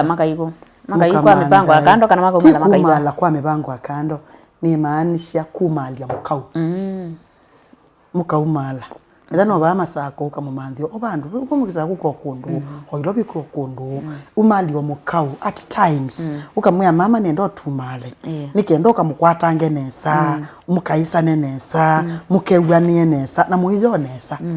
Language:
Kamba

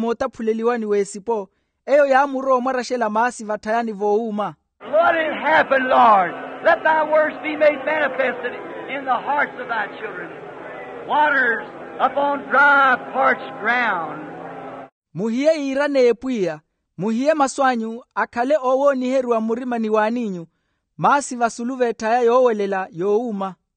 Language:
Makhuwa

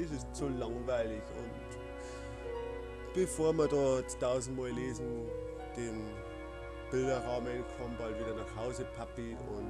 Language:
Bavarian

